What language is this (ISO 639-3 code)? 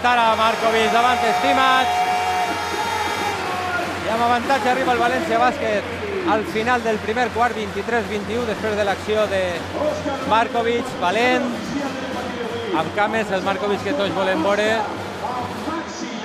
cat